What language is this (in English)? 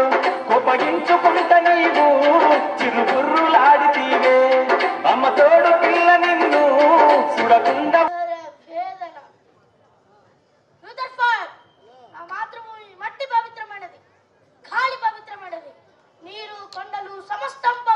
Telugu